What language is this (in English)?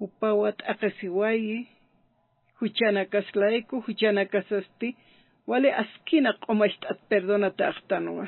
Aymara